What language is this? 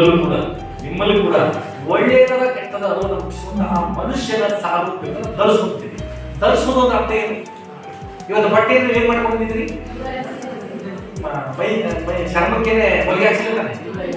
Kannada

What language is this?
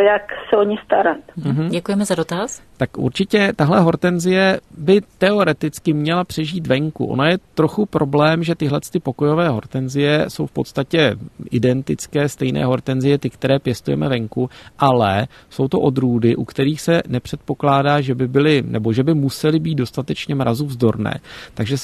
Czech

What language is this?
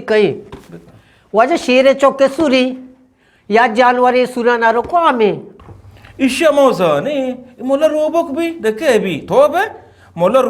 Eastern Balochi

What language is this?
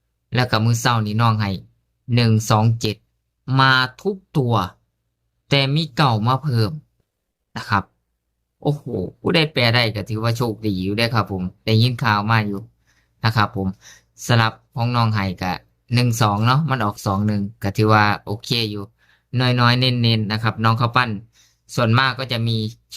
Northeastern Thai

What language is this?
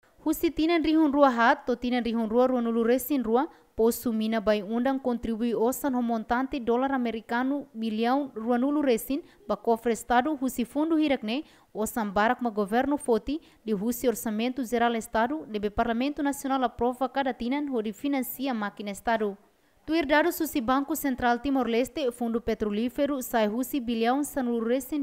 Tetum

